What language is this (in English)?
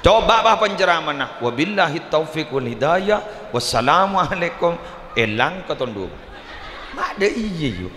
Madurese